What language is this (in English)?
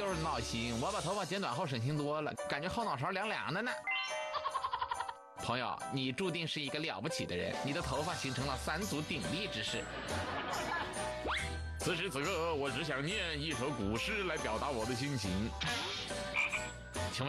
Chinese